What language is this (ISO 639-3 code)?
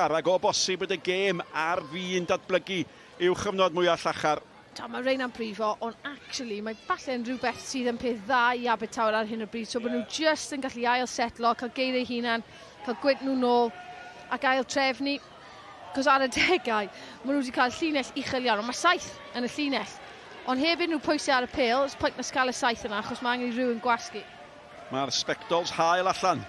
cym